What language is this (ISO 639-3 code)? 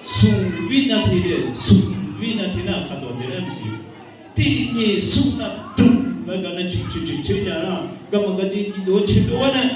ahk